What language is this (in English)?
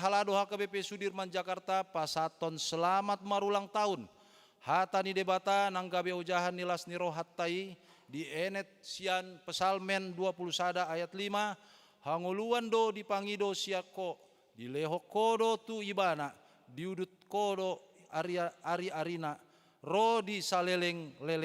Batak Toba